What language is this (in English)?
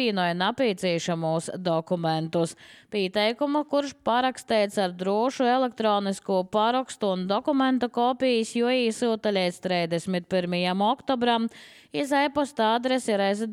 Latvian